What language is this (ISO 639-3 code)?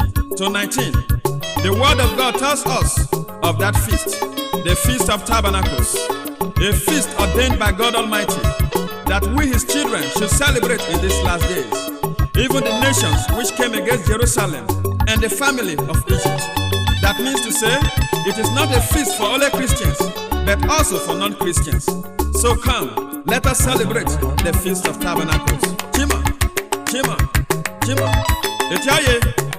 urh